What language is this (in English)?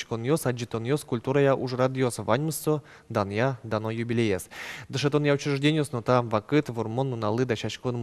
Udmurt